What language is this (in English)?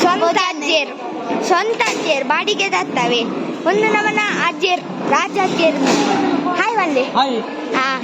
Tulu